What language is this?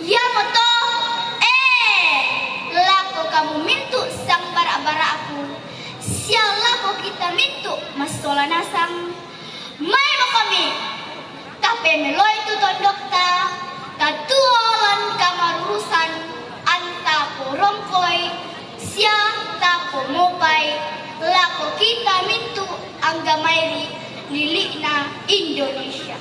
Toraja-Sa'dan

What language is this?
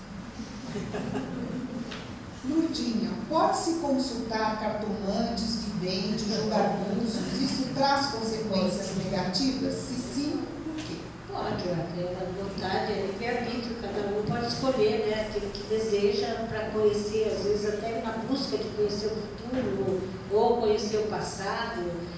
Portuguese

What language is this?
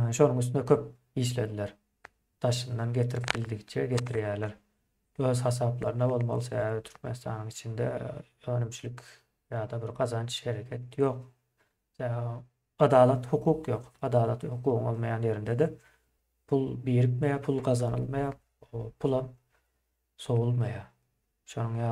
Turkmen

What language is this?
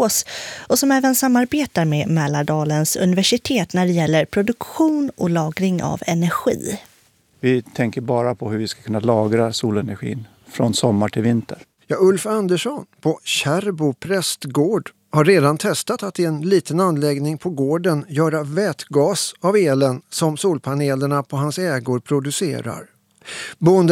Swedish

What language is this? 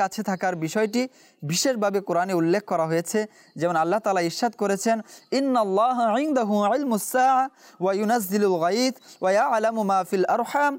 Bangla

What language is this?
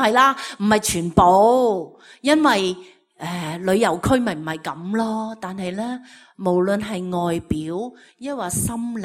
Cantonese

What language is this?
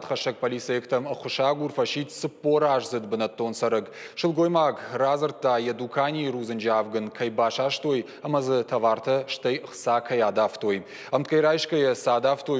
Ossetic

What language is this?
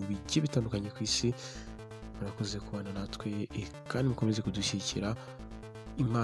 Kinyarwanda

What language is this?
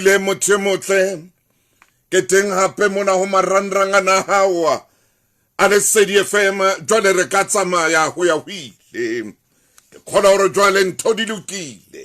Southern Sotho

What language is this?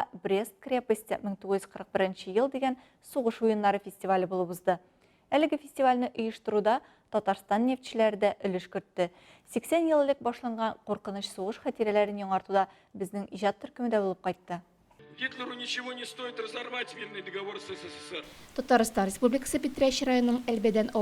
Tatar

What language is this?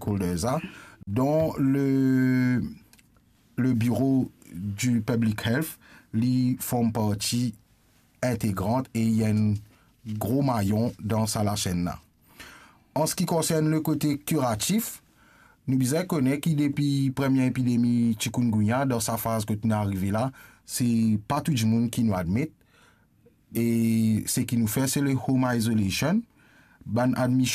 Morisyen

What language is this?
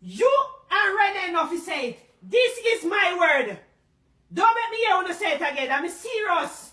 Jamaican Creole English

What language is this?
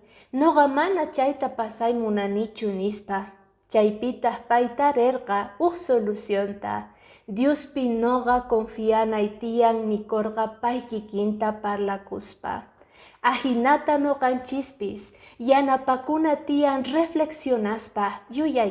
Quechua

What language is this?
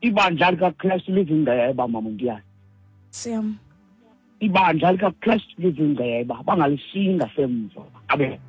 Xhosa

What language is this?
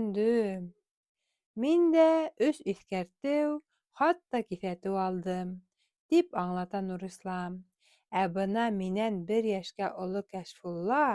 Bashkir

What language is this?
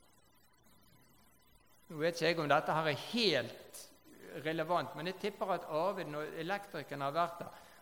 Norwegian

